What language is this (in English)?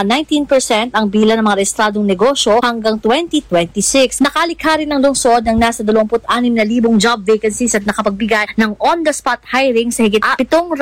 Filipino